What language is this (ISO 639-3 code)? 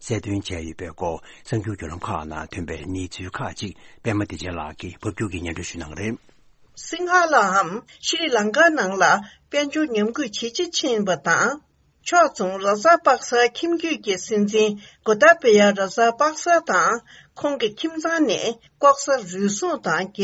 bod